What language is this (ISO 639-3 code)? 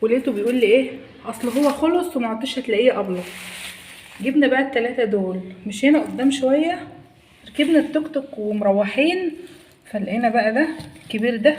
arz